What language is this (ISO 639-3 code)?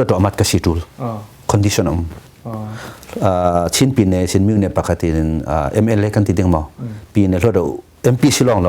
cnh